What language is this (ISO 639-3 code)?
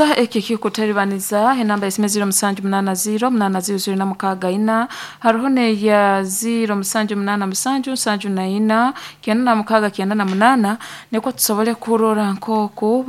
nyn